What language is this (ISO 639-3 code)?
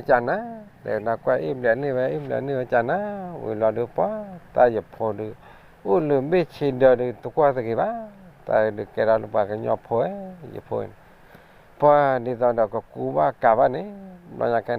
ksw